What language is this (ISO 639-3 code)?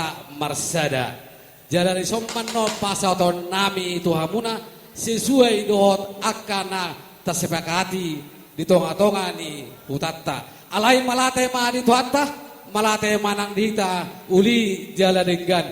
bbc